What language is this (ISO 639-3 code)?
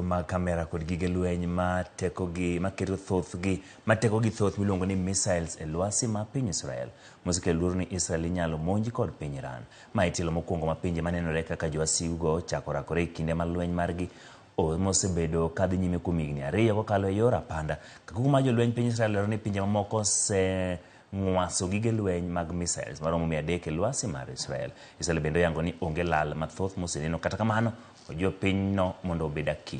luo